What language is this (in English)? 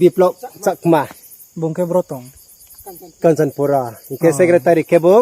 Riang (India)